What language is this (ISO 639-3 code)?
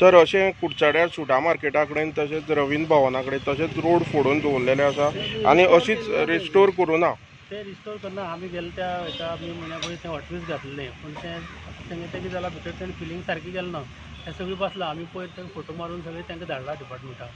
kok